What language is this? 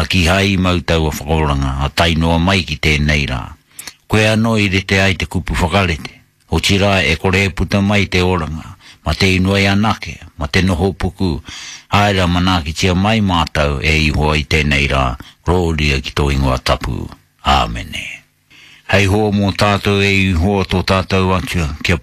Māori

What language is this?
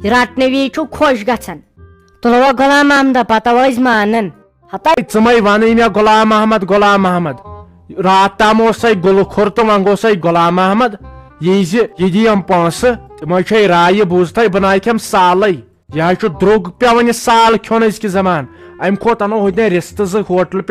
Kashmiri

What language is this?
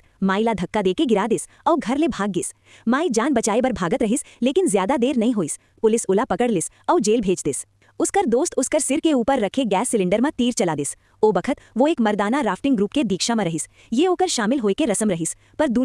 Chhattisgarhi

